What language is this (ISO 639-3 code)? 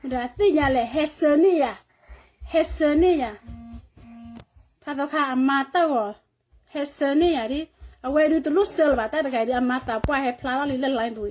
ksw